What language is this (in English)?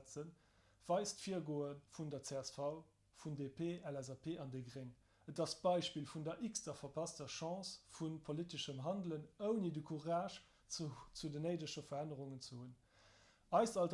Luxembourgish